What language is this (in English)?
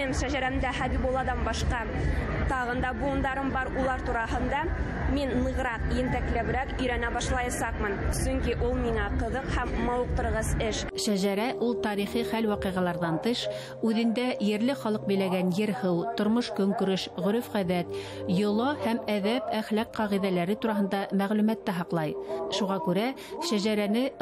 Bashkir